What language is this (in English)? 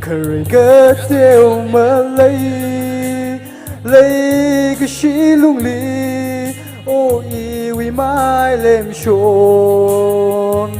Tangkhul Naga (India)